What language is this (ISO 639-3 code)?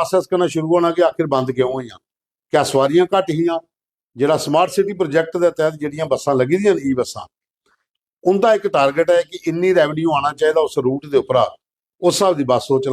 doi